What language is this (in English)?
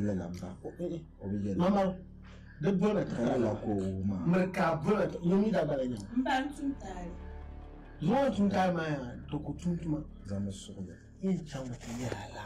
Dagbani